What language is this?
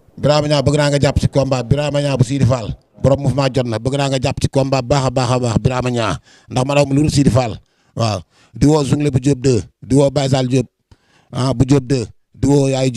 Wolof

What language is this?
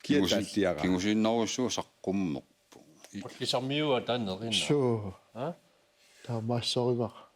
Kalaallisut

